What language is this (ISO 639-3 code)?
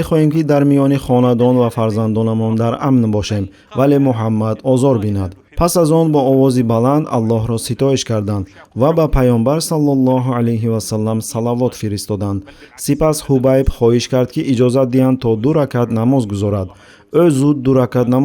tgk